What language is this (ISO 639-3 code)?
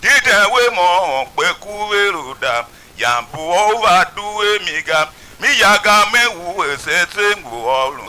tiv